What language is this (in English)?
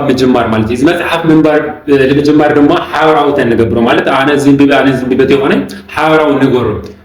Tigrinya